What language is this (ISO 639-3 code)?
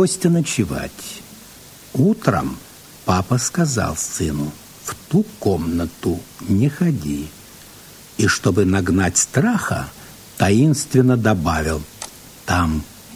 rus